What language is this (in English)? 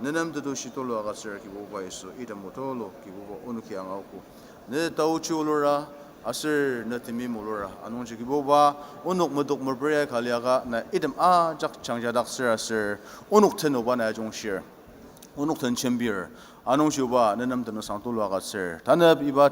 Ao Naga